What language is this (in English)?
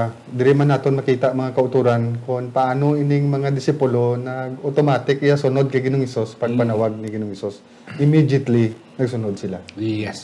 Hiligaynon